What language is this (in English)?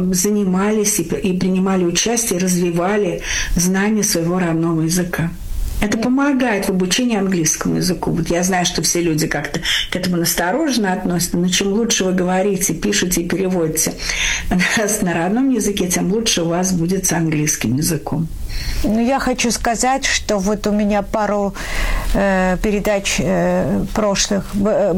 Russian